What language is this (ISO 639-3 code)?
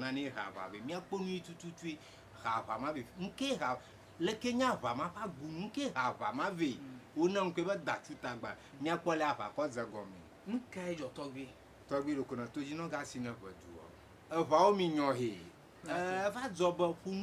ewe